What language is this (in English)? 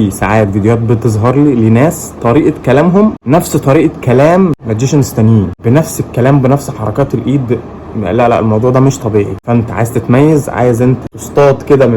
Egyptian Arabic